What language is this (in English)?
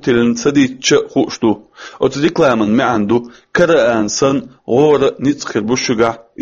Chechen